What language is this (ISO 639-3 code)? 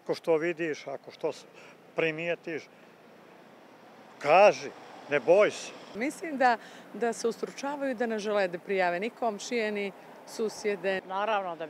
bos